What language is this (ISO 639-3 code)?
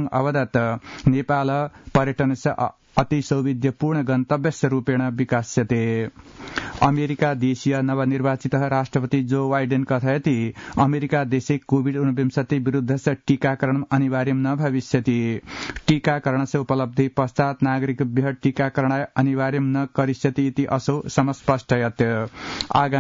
san